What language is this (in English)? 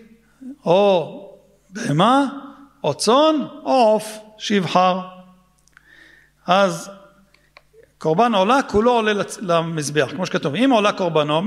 Hebrew